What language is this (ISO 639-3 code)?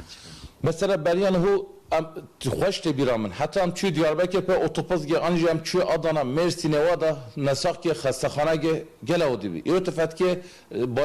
kur